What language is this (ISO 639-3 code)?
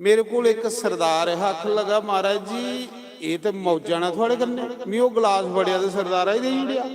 doi